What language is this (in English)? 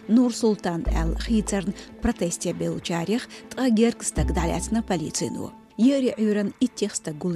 Chechen